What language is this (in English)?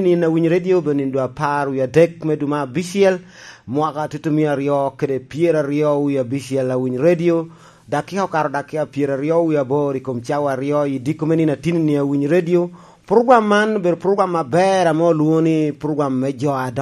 Lango (Uganda)